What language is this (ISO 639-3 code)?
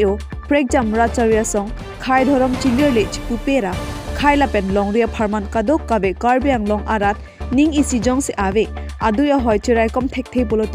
mjw